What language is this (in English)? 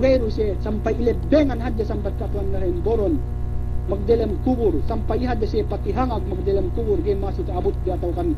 Yakan